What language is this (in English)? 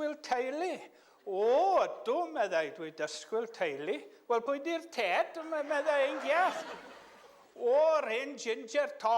Welsh